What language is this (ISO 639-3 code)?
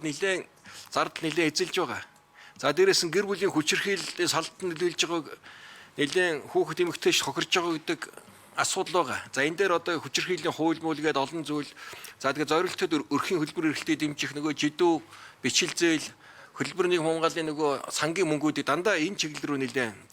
mon